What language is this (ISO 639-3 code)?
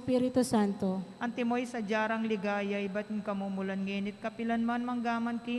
pam